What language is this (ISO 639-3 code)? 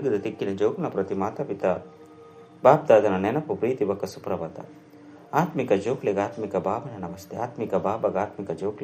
tcy